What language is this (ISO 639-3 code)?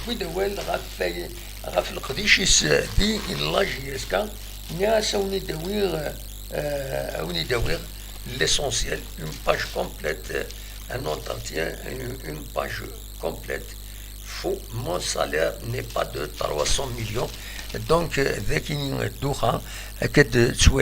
kab